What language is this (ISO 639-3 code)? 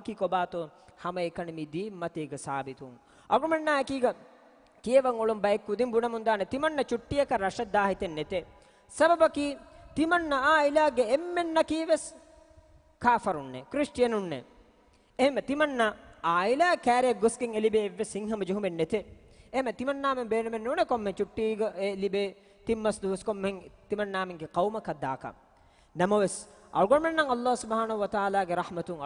div